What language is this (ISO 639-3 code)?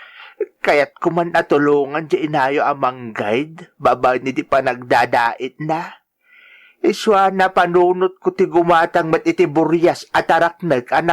ilo